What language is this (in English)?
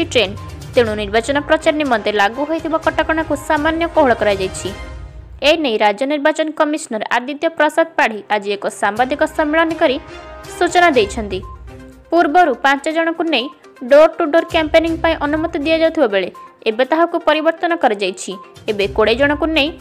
Odia